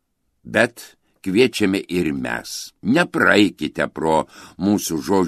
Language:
Lithuanian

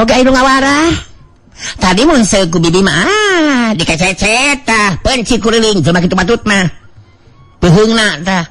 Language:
Sundanese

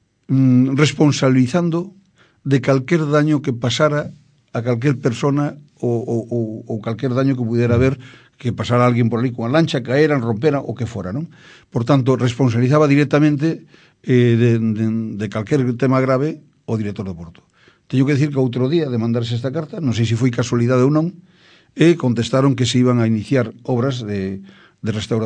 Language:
Galician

